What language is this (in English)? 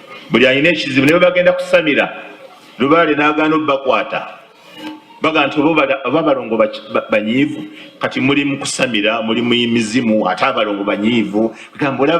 Ganda